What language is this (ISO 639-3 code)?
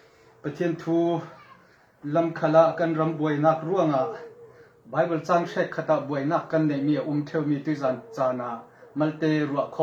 cfm